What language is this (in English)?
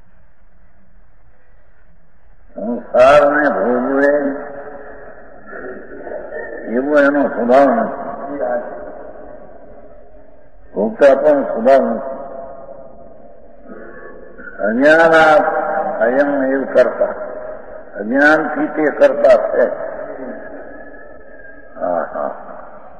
Gujarati